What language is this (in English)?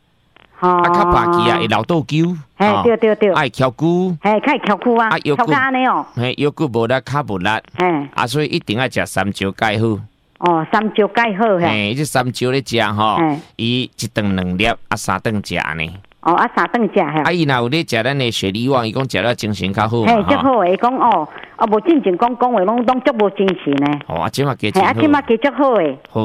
Min Nan Chinese